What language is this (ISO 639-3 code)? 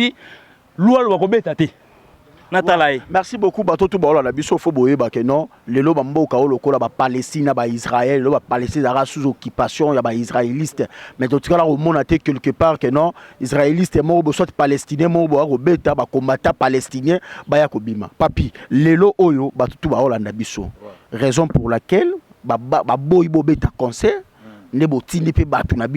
lin